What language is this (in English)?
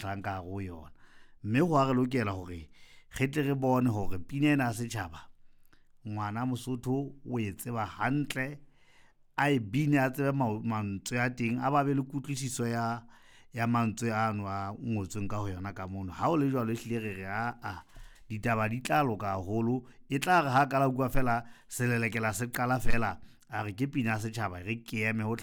Southern Sotho